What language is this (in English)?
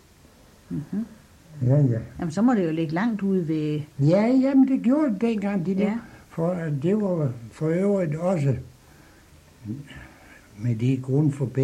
Danish